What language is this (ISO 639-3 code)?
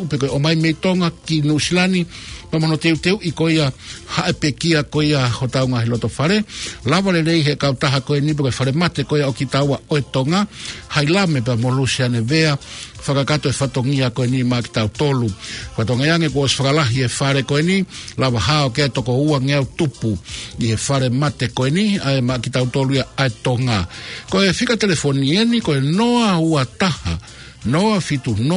ton